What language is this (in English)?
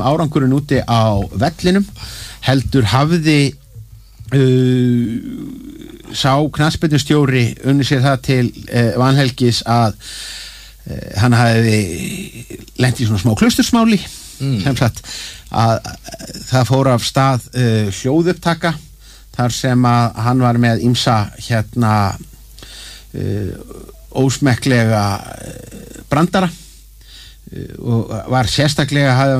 Icelandic